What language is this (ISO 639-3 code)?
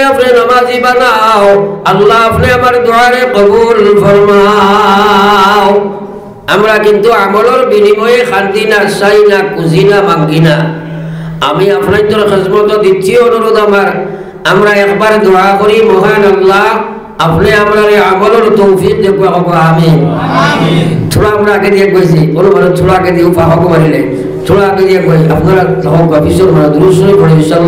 syl